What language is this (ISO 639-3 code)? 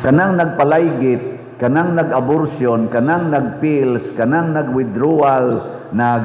ceb